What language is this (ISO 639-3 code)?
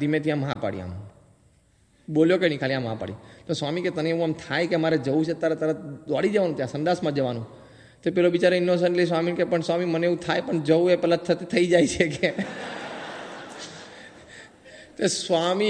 guj